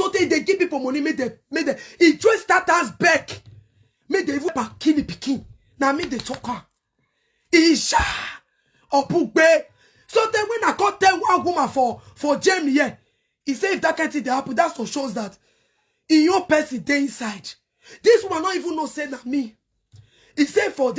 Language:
Nigerian Pidgin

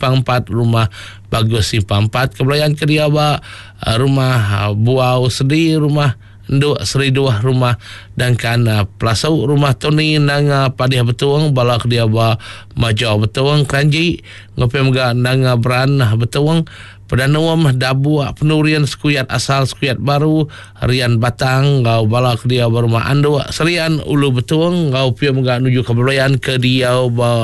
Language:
Iban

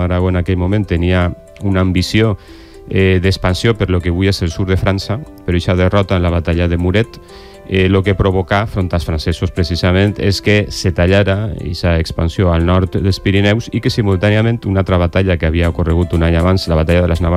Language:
Catalan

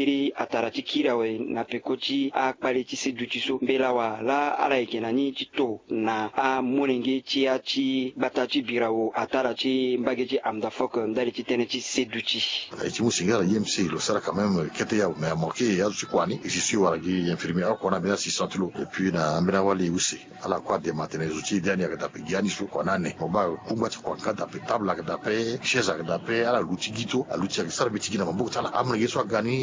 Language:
Sango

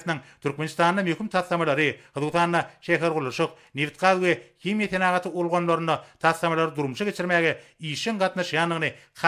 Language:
Turkmen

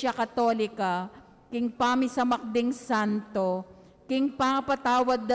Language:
Pampanga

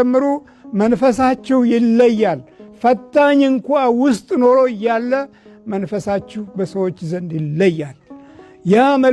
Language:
Amharic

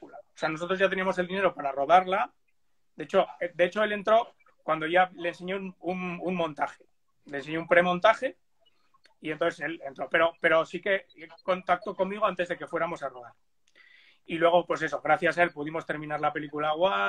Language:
Spanish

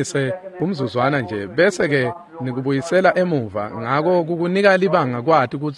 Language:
Swati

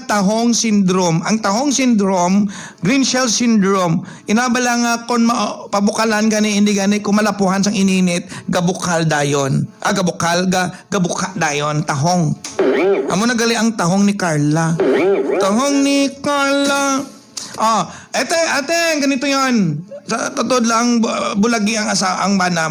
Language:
Hiligaynon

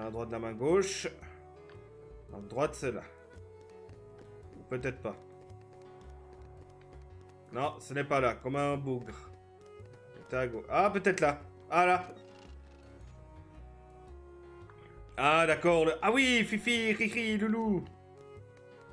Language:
French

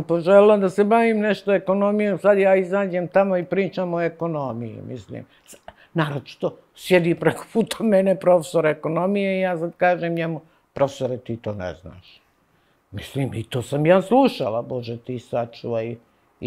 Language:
Serbian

